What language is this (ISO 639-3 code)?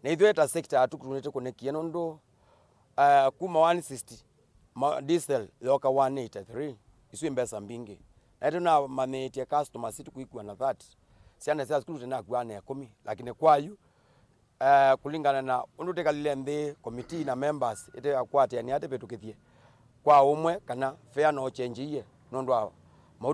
kam